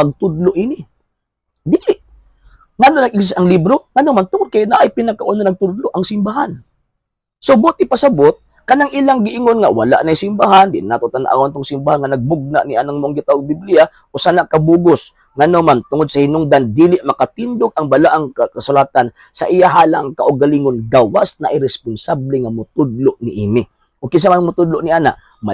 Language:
Cebuano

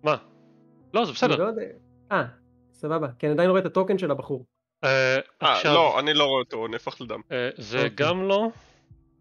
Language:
Hebrew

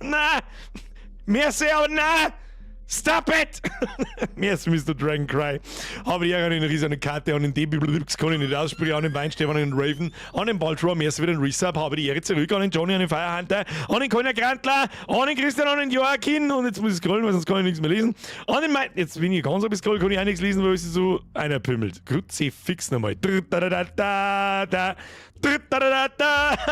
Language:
Bavarian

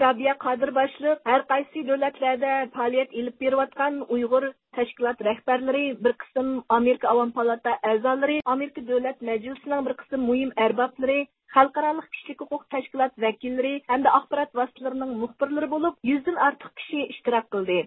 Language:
Uyghur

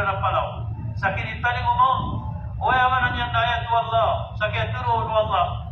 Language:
Maranao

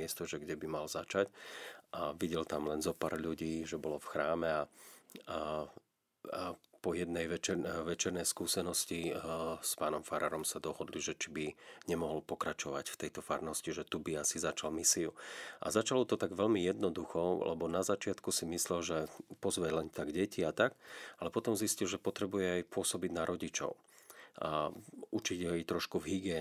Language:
Slovak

